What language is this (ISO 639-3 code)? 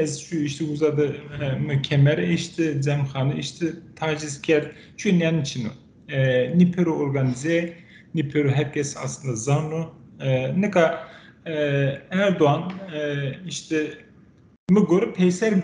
zza